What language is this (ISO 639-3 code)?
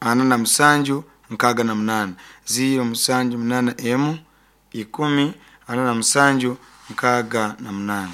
nyo